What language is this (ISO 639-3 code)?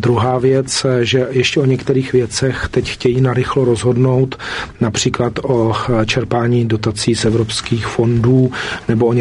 ces